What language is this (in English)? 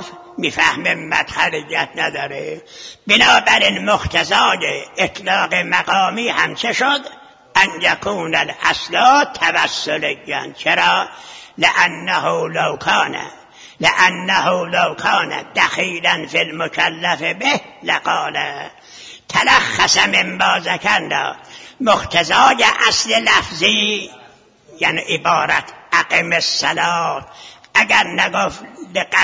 Persian